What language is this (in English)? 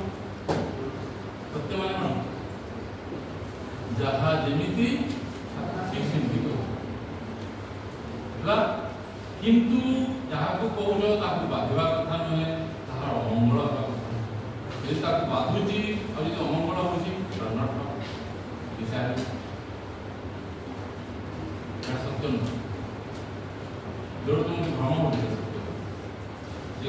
Odia